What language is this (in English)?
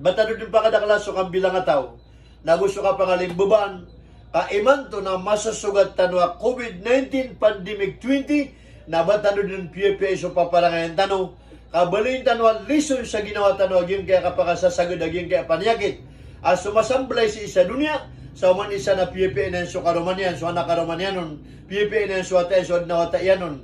Maranao